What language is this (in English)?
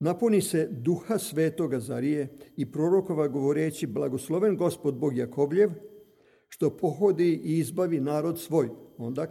Serbian